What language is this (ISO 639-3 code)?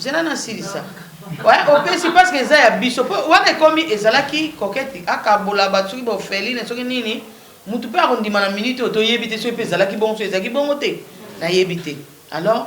lin